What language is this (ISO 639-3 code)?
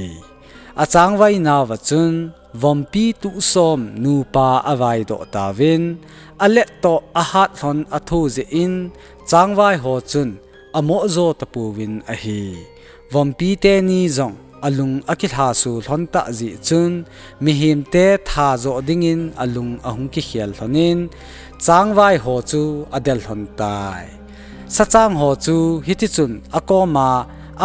tcz